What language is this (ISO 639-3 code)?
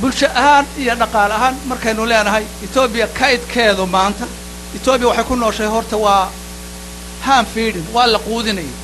som